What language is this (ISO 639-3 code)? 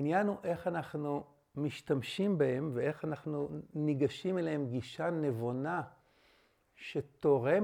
heb